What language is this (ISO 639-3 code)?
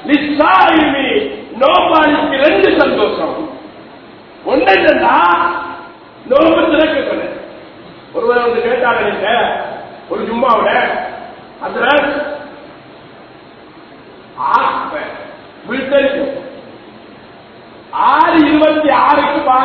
tam